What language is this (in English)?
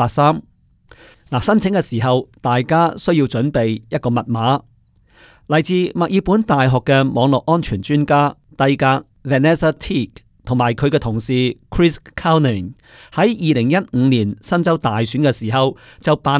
Cantonese